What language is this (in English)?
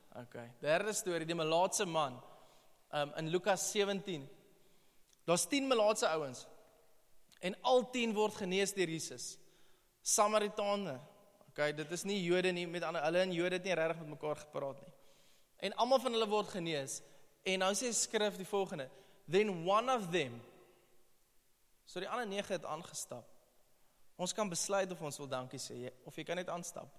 Afrikaans